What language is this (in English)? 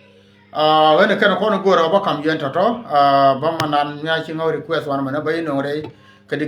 Nuer